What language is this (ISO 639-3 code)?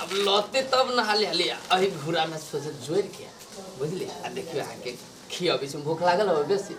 mai